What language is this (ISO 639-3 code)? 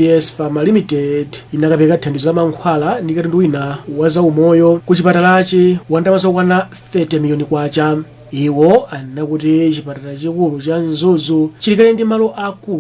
nya